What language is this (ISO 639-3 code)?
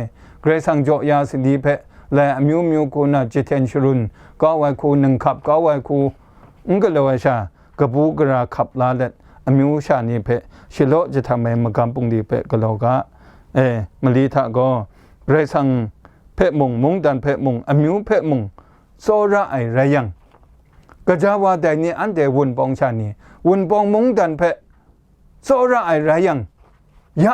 kac